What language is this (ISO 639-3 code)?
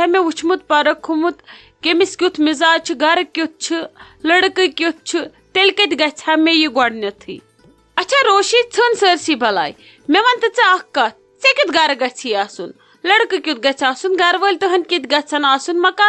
kas